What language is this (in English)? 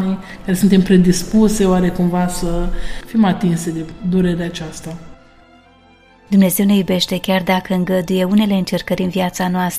Romanian